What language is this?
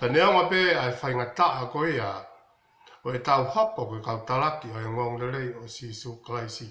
Tongan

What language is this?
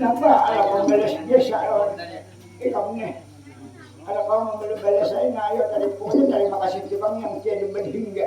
Banjar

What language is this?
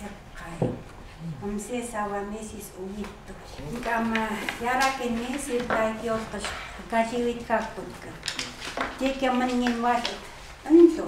Chukot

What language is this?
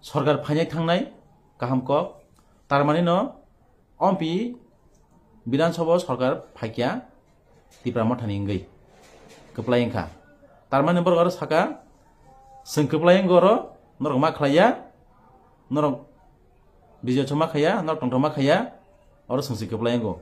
Kok Borok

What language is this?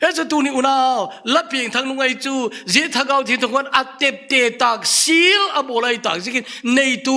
Thado Chin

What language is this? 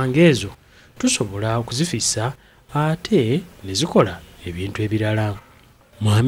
Ganda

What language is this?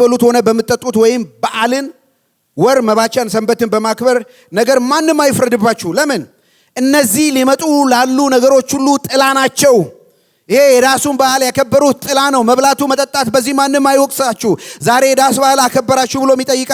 Amharic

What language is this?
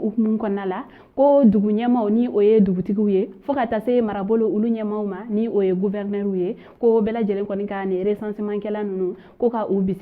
Bambara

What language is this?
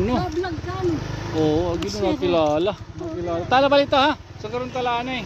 Waray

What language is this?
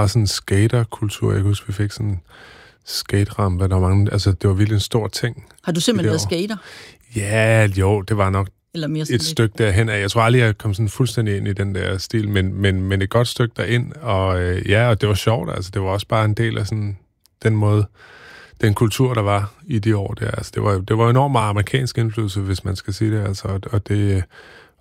Danish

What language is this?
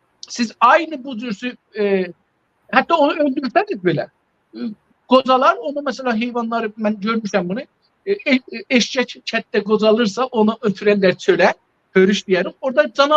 South Azerbaijani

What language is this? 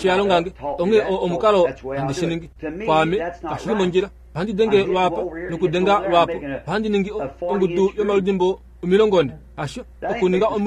Kuanyama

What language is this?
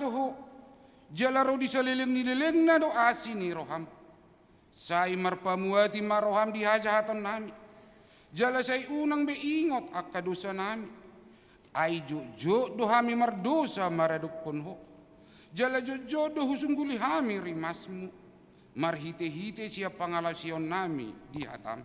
Batak Toba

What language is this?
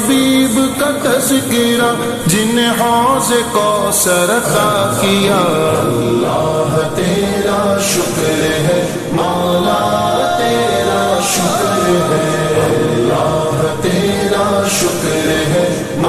Urdu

